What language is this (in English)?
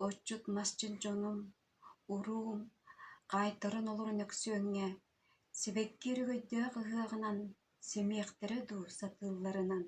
Yakut